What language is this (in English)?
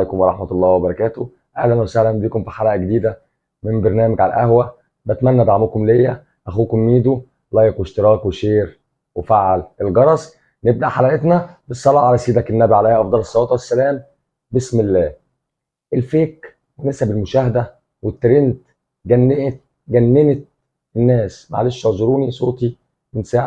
Egyptian Arabic